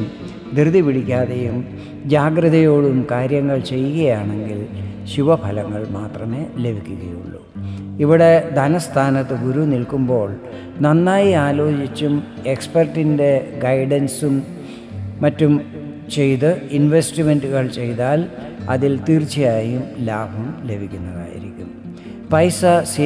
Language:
Malayalam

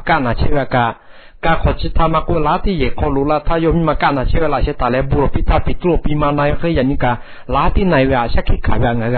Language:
Lahu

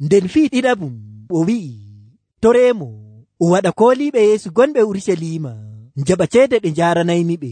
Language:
Nigerian Fulfulde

